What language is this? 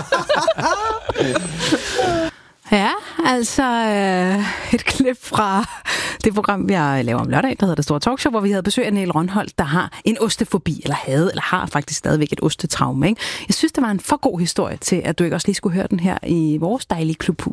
Danish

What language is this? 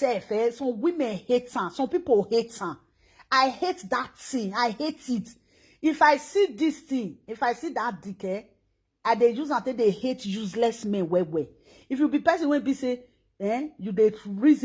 Nigerian Pidgin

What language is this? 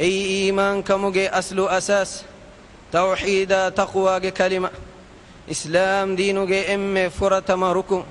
Divehi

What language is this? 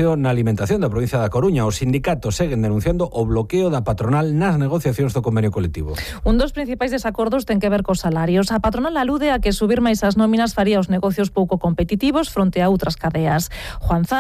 Galician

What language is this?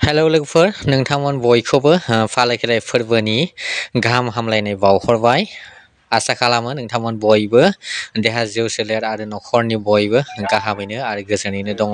Bodo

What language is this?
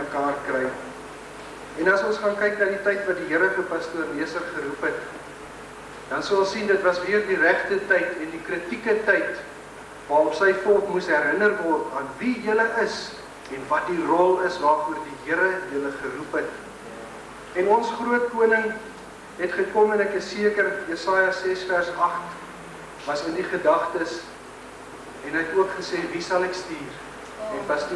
Afrikaans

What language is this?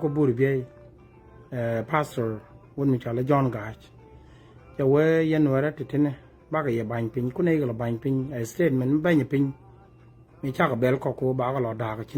Nuer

